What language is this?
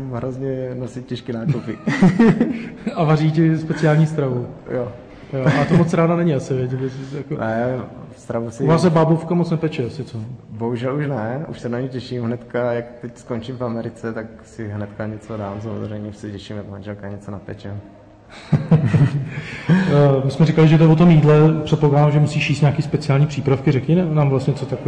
Czech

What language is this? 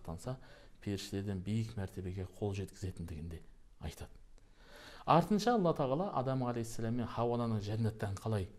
Kazakh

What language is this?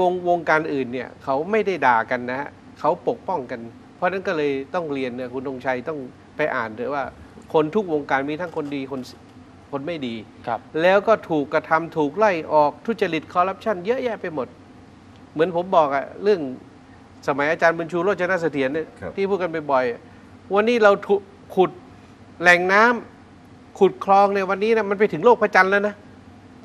Thai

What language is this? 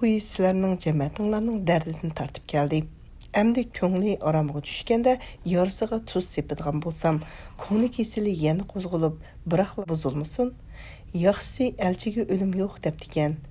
Uyghur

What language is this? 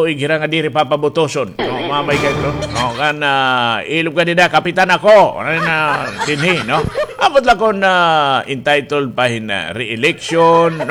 Waray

